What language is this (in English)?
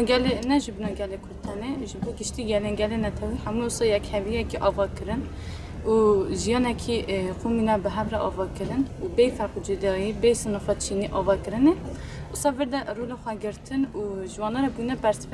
Kurdish